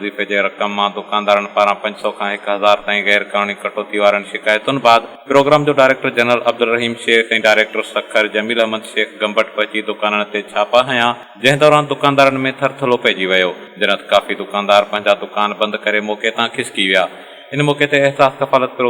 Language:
Sindhi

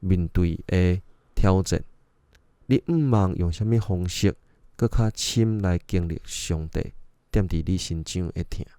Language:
Min Nan Chinese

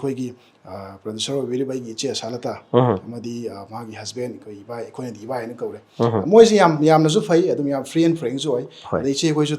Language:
Manipuri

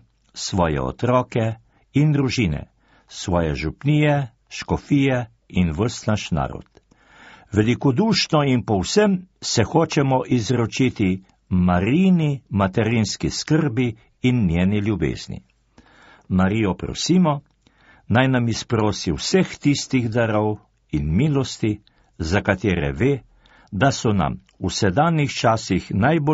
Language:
Slovenian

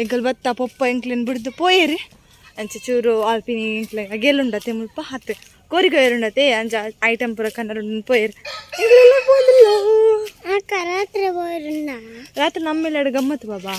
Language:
Tulu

